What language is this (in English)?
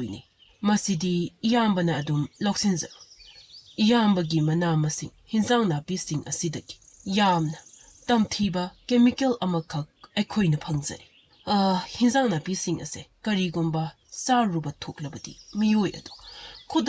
Manipuri